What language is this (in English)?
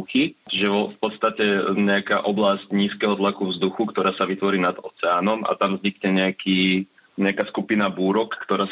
Slovak